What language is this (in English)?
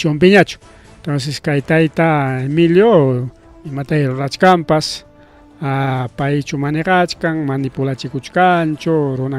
Ayacucho Quechua